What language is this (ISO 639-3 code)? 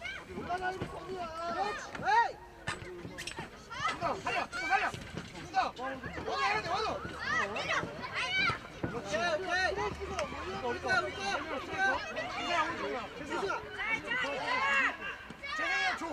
kor